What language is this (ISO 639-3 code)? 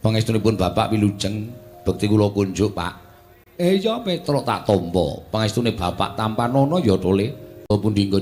jav